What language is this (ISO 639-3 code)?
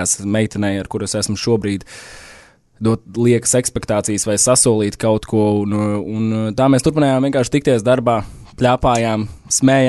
lav